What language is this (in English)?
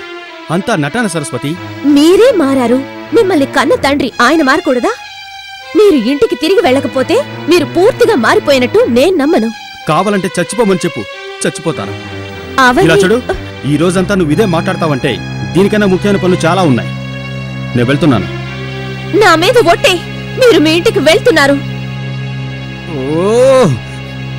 Telugu